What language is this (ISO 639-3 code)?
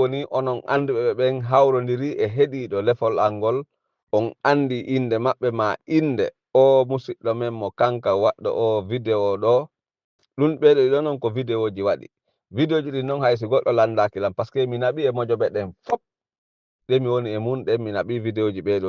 ful